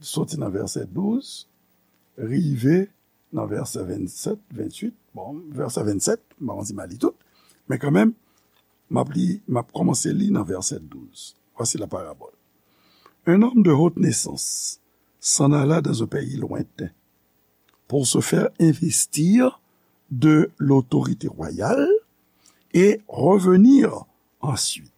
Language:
Haitian Creole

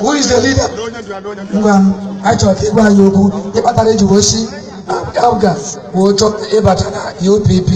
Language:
Igbo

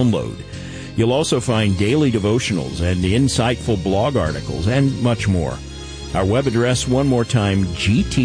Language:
English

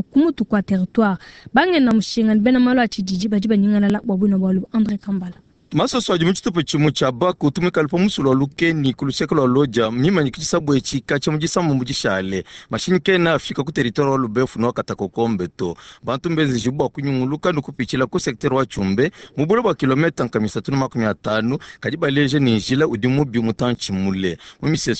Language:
Luba-Lulua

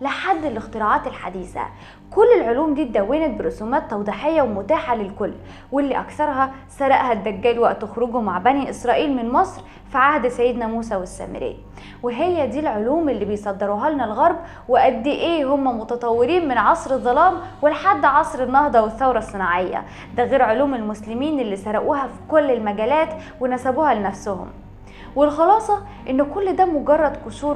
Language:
Egyptian Arabic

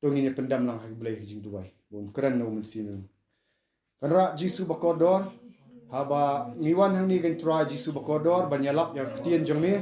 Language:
Khasi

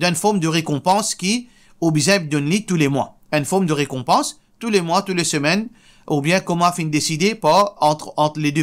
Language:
Morisyen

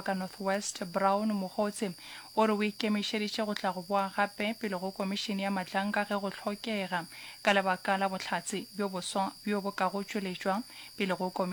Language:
Northern Sotho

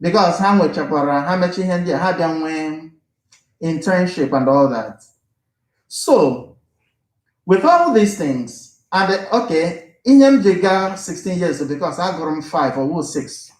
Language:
Igbo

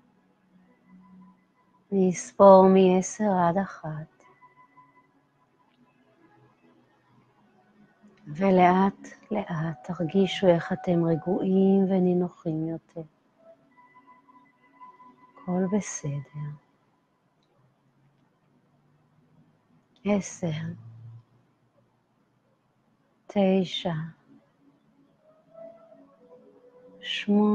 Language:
Hebrew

